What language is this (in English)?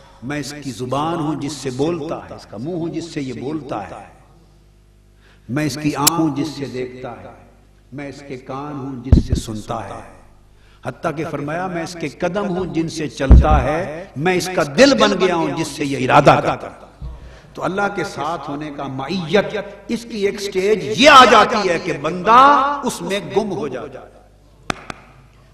Urdu